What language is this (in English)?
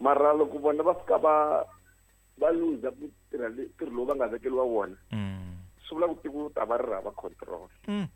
Tsonga